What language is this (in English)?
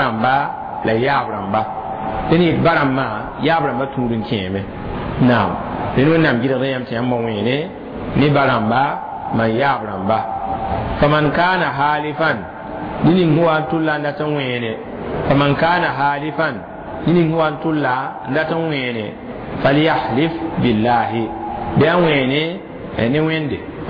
Mossi